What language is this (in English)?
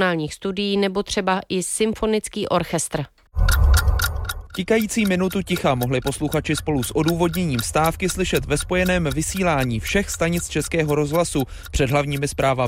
Czech